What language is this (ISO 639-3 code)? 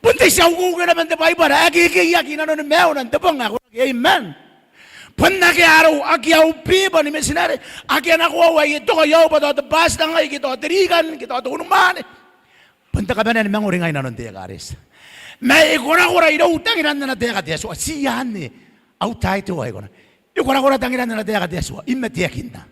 gil